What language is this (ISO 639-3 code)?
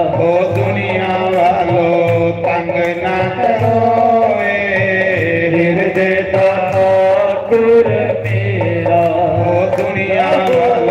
doi